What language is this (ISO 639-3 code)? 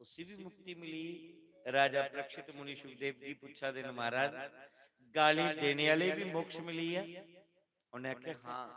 doi